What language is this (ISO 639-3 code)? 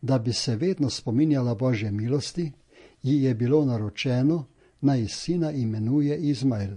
slv